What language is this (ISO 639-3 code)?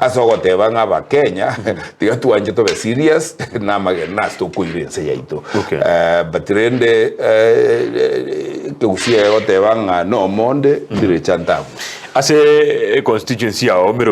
guz